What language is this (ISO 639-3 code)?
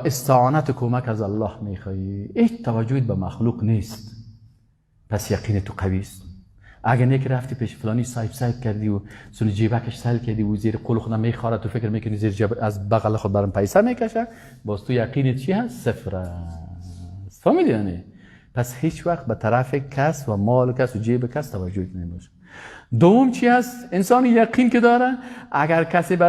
fas